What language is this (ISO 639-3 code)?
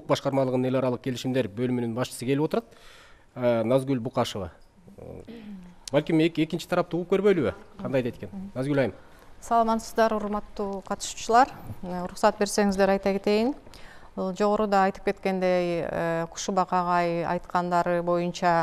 kir